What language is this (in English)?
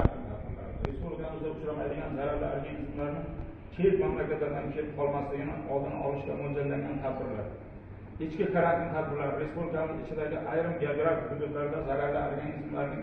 Uzbek